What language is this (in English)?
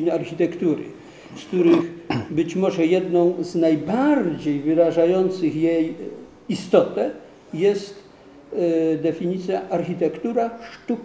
Polish